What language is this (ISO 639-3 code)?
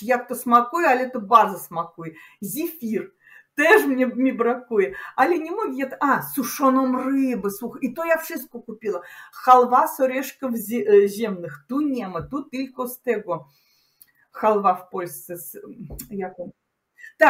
pol